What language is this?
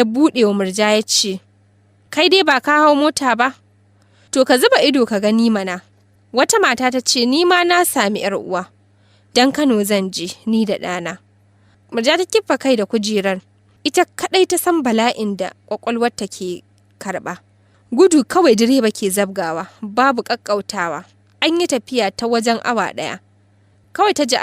Hausa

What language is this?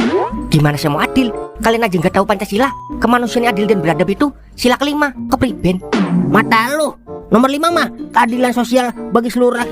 Betawi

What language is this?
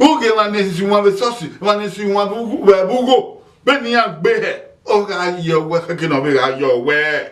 Bini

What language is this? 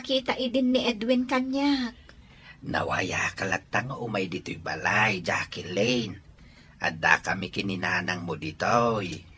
Iloko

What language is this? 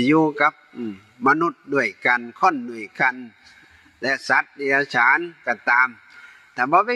Northeastern Thai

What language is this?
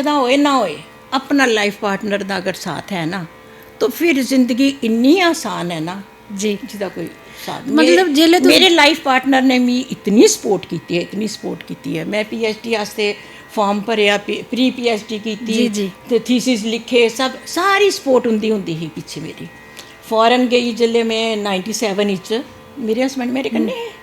Dogri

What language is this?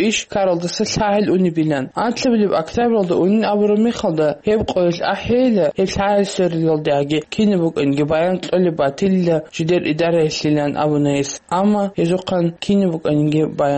Avaric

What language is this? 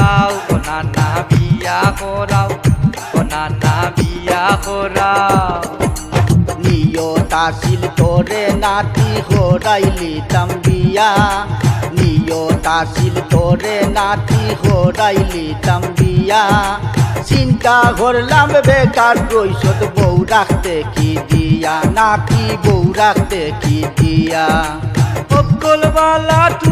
Sylheti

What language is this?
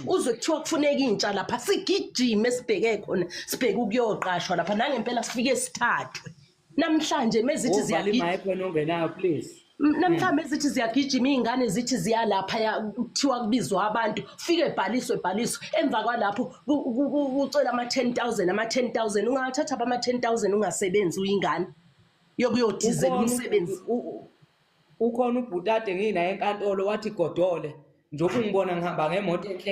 Zulu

